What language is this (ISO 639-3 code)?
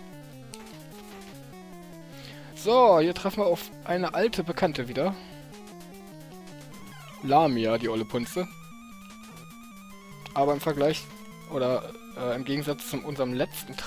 deu